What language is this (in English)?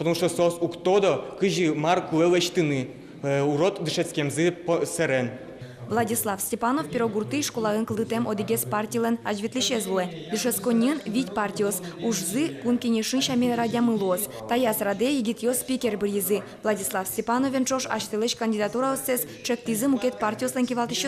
Udmurt